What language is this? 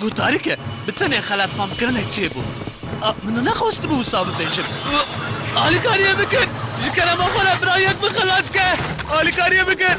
Kurdish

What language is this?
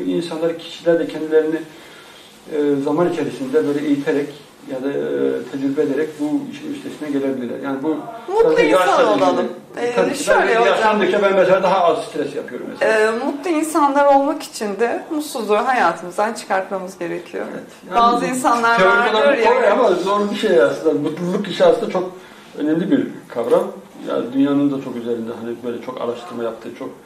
Turkish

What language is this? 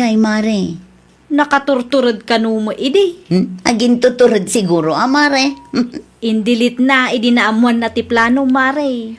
Iloko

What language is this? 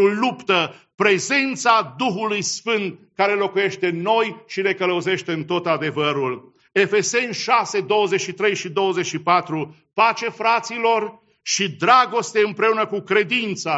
Romanian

